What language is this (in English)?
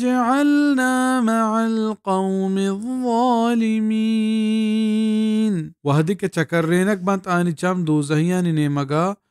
Baluchi